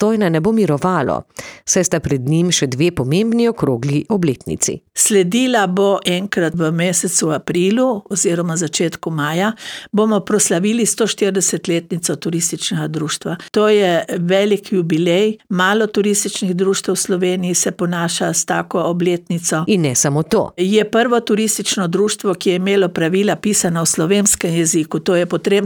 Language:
Slovenian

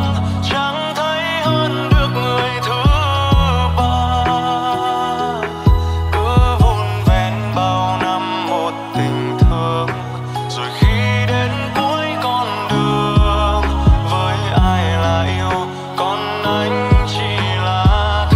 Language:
Vietnamese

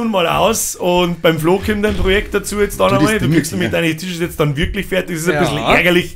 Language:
Bavarian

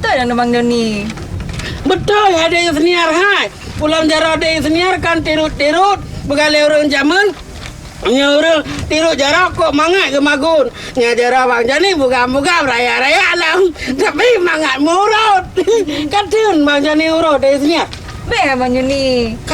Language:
Achinese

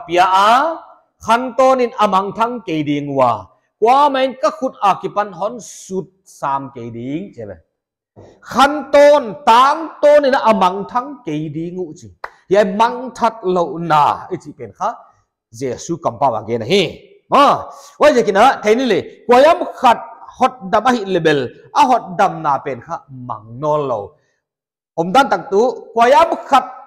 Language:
Paite Chin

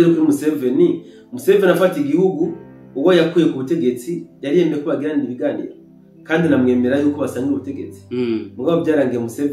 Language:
Rundi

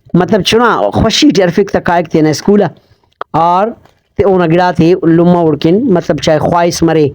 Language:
Brahui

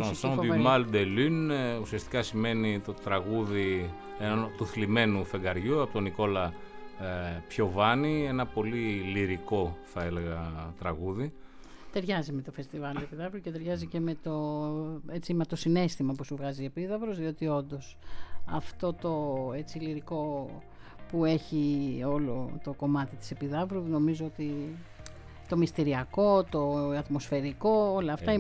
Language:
Greek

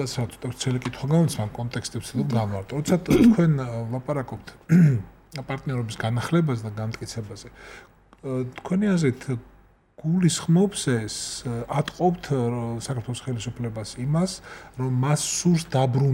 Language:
Georgian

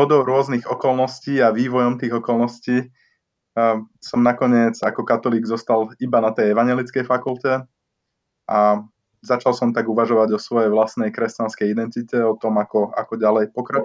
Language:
Slovak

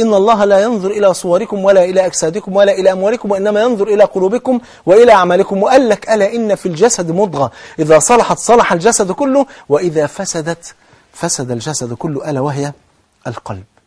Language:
Arabic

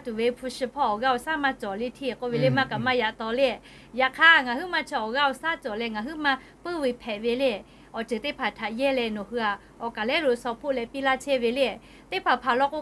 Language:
Lahu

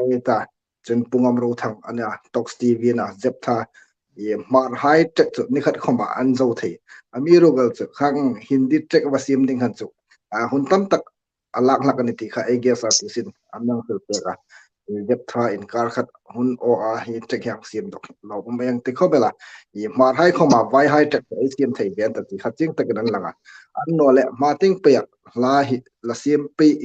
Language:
Hmar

